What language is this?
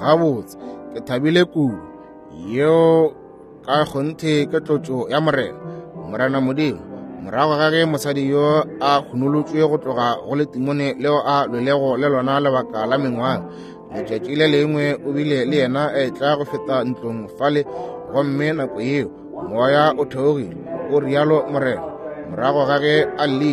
Northern Sotho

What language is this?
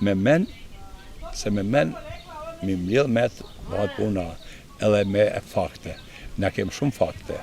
Albanian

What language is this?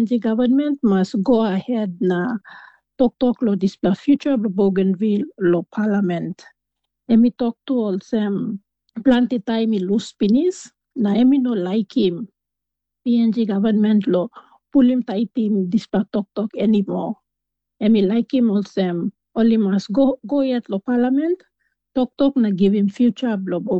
Tok Pisin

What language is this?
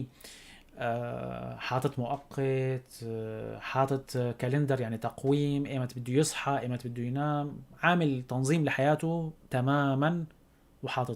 North Levantine Arabic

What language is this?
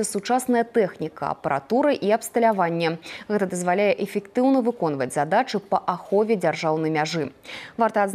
Belarusian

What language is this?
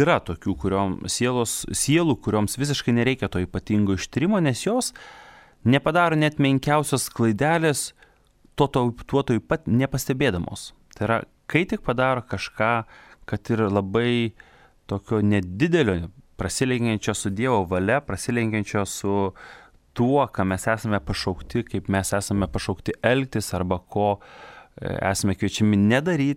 Lithuanian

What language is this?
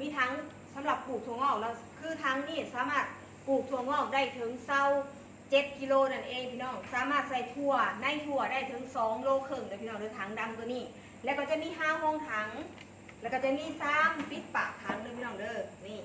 Northeastern Thai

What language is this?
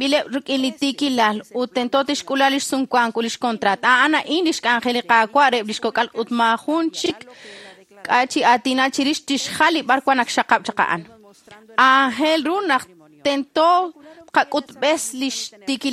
Kekchí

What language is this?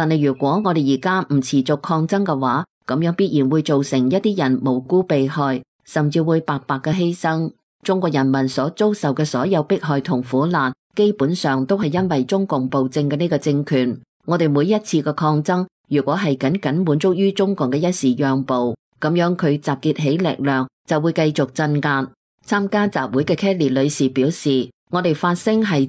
Cantonese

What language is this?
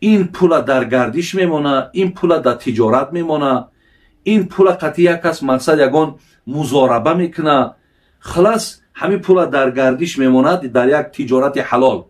Tajik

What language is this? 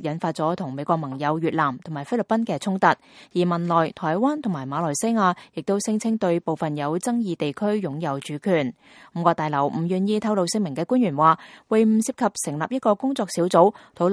Cantonese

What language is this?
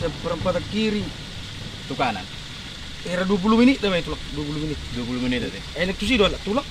Batak Toba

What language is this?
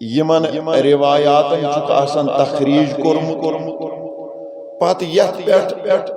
Kashmiri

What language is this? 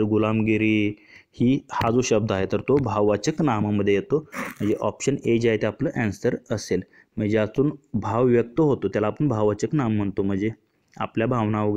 Marathi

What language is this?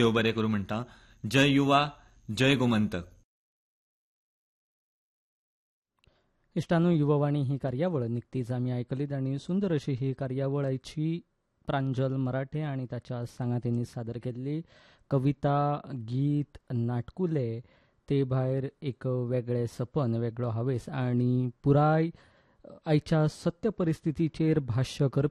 Konkani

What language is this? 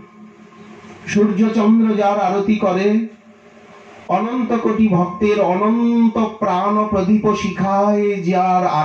Bangla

